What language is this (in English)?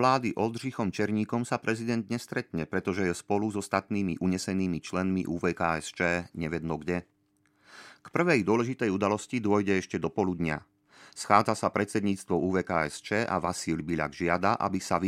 Slovak